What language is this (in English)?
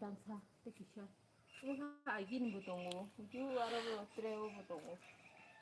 Kok Borok